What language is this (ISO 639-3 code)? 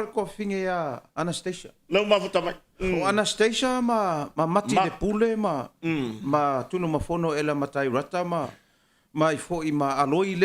smo